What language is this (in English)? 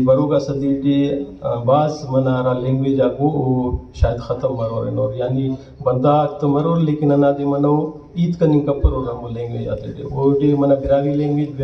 Brahui